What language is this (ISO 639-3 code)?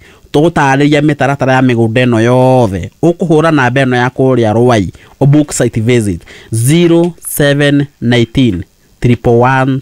kik